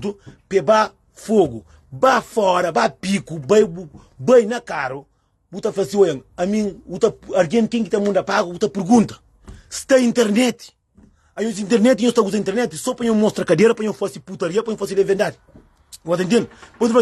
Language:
Kabuverdianu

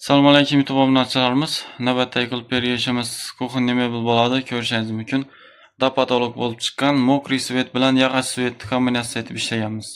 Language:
Uzbek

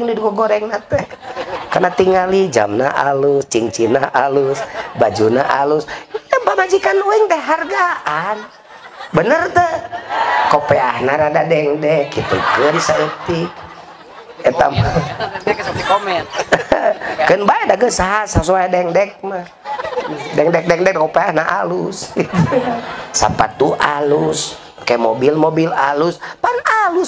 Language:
Sundanese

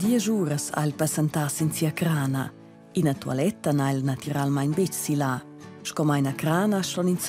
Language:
Romansh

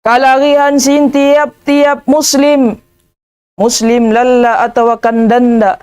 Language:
Tausug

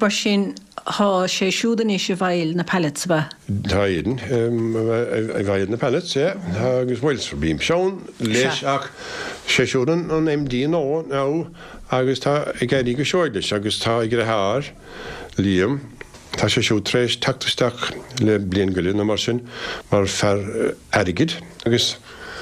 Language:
Irish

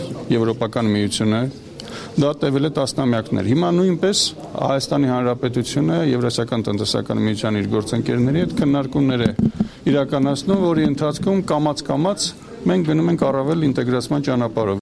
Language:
Armenian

